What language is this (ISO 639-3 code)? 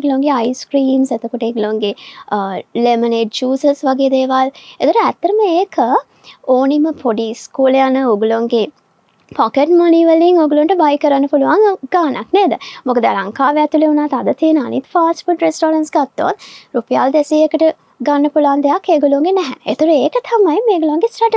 sin